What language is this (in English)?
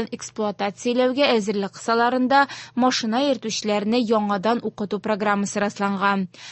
Tatar